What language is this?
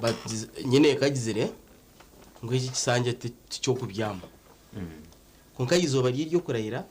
Nyankole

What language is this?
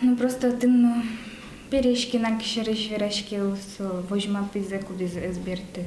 Udmurt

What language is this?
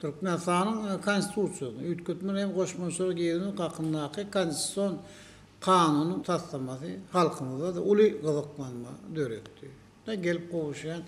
Turkmen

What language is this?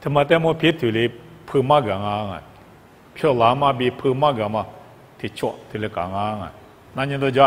Lisu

